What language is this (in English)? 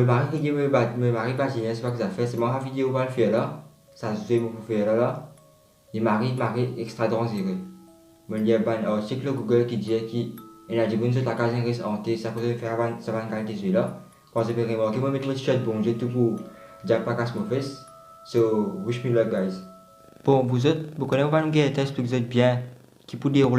Morisyen